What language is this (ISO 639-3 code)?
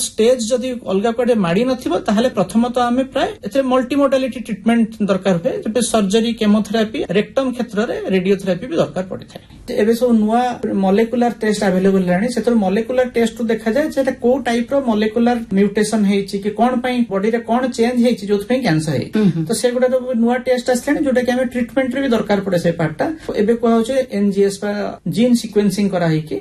ori